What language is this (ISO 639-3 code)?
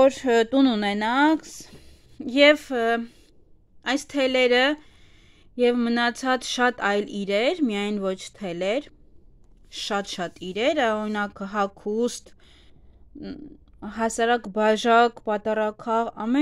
hye